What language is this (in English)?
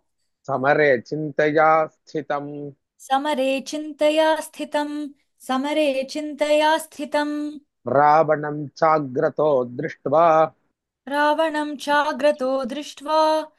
Sanskrit